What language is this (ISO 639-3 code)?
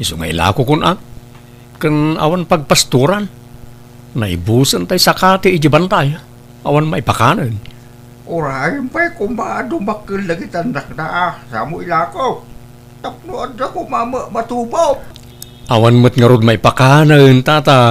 ilo